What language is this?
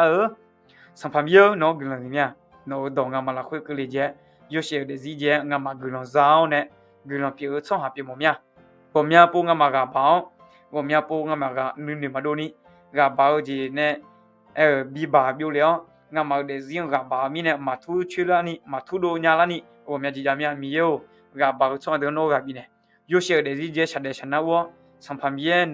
Akha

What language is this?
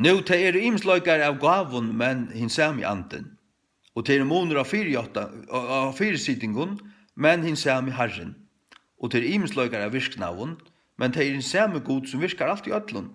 Faroese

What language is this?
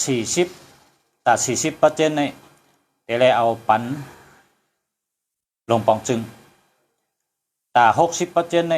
Shan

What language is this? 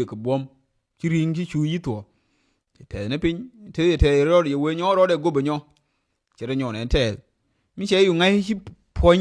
Nuer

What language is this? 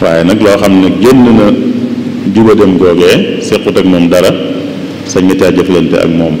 Wolof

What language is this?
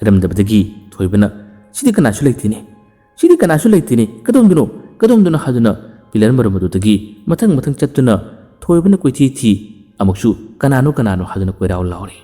Manipuri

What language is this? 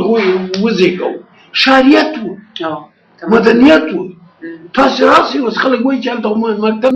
Pashto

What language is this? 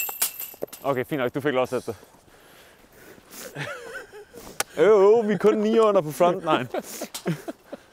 Danish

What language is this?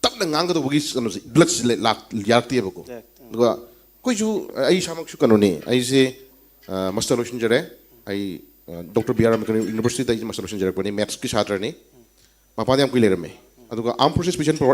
Manipuri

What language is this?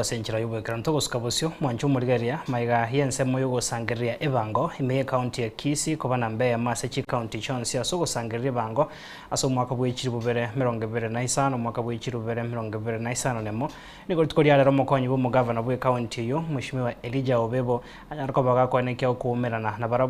Gusii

